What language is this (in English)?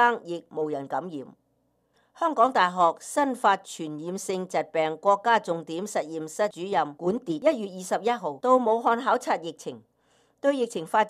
Cantonese